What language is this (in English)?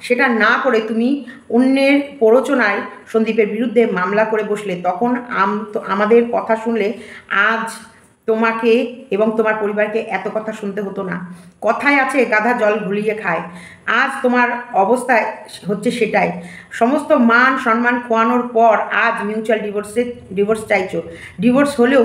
Bangla